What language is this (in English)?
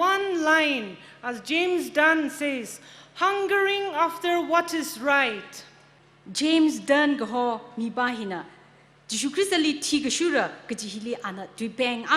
Tangkhul Naga (India)